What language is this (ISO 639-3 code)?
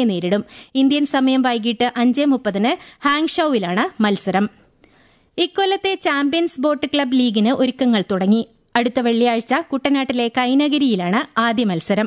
mal